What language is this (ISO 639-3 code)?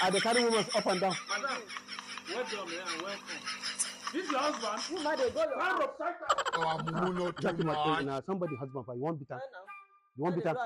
pcm